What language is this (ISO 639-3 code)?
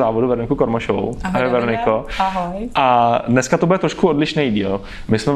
ces